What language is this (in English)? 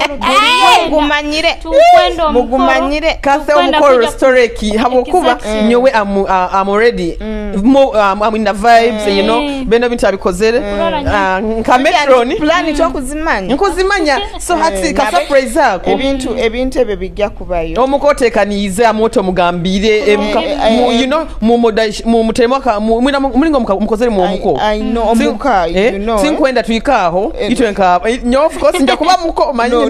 Nyoro